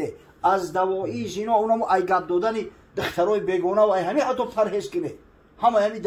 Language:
Tajik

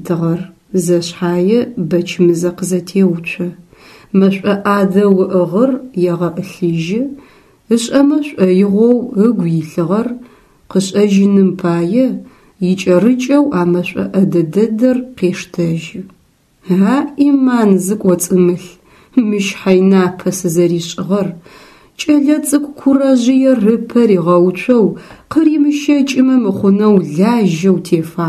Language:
Adyghe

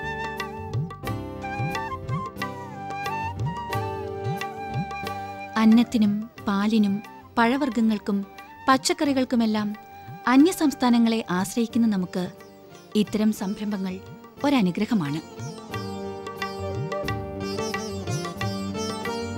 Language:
Malayalam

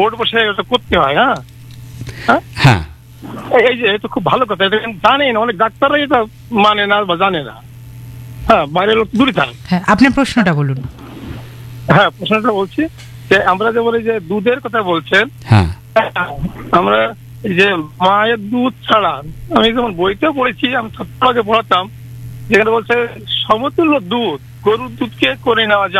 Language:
Bangla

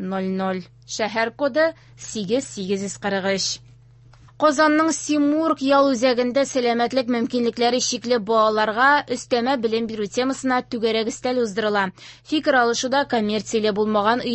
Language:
Tatar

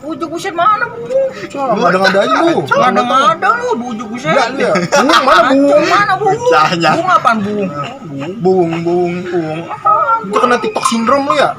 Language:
Betawi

